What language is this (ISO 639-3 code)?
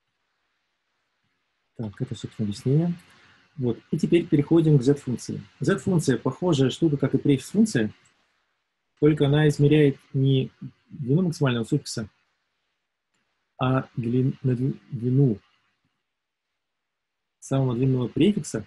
rus